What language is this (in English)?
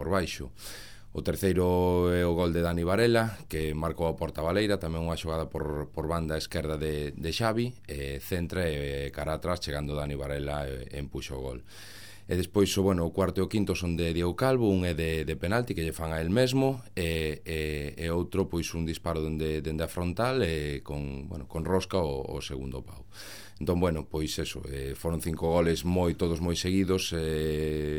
Galician